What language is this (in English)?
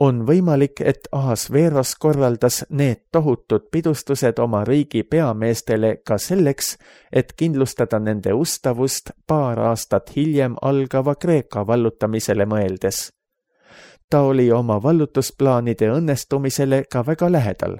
Estonian